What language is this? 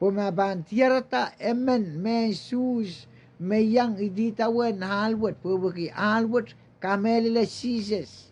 Pohnpeian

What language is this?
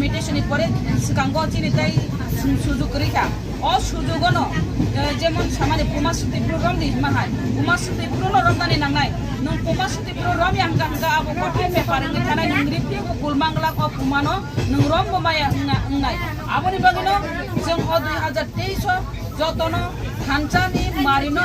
Kok Borok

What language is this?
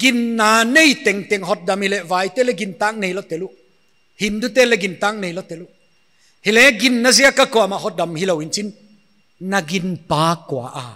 Paite Chin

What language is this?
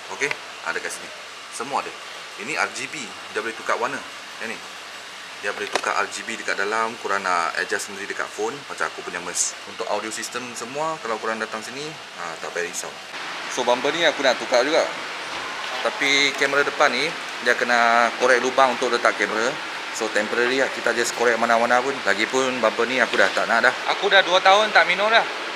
Malay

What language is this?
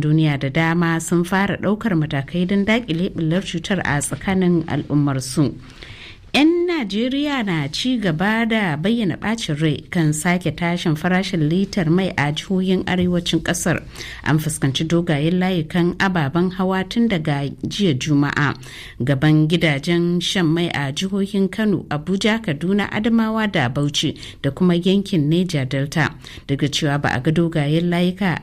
Hausa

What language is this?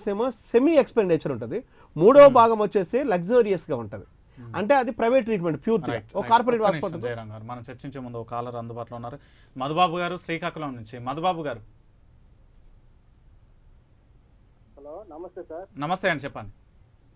Telugu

